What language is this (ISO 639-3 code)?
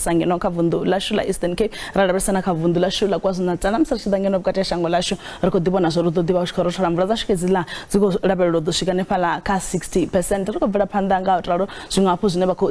ven